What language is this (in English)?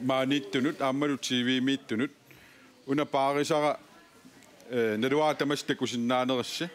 Kalaallisut